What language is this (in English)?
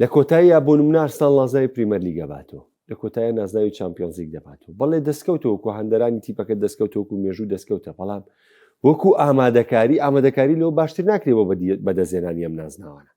Central Kurdish